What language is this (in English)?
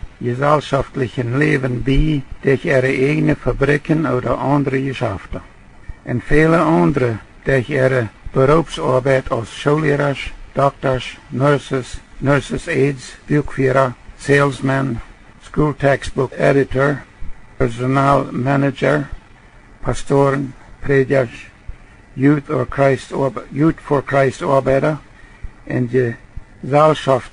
Plautdietsch